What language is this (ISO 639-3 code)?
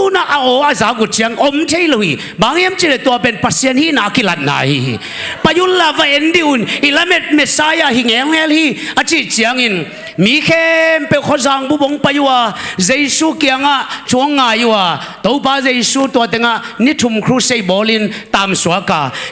ctd